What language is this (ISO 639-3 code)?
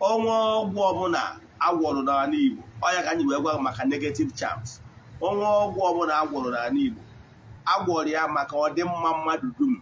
ibo